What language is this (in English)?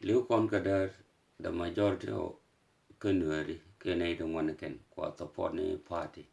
Nuer